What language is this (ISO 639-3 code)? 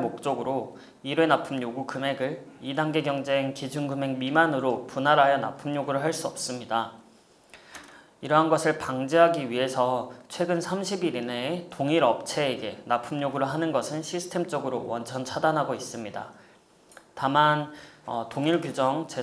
kor